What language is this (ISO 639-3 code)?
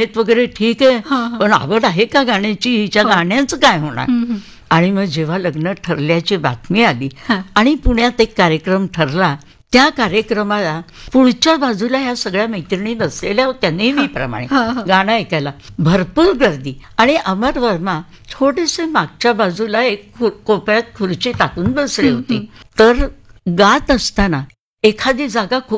mar